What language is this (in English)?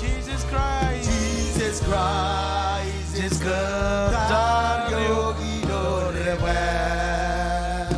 Marshallese